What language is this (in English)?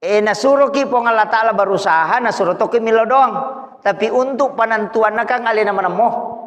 Buginese